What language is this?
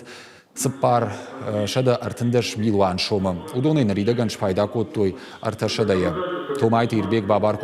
Ossetic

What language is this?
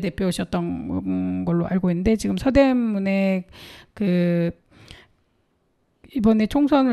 Korean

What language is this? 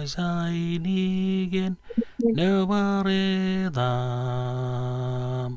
Marshallese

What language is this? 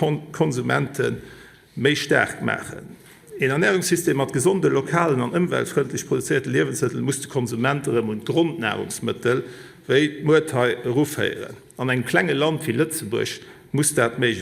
Luxembourgish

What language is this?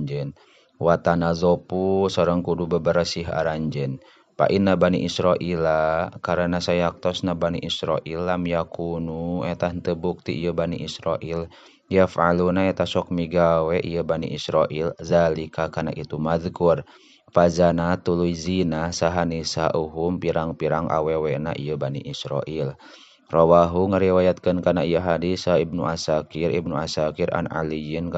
Sundanese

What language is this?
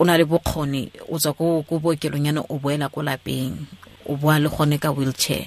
Tswana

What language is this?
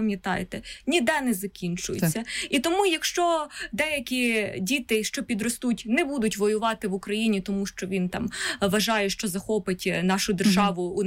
Ukrainian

